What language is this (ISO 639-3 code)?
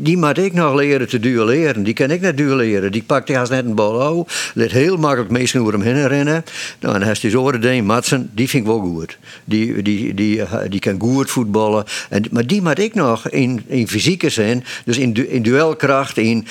fry